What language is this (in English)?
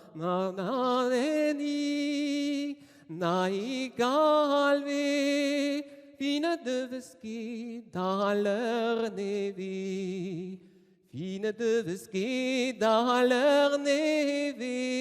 Breton